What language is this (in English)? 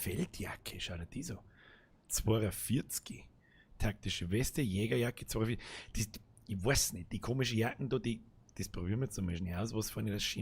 Bavarian